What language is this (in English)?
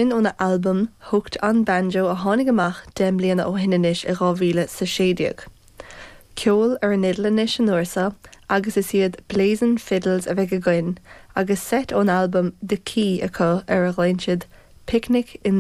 Irish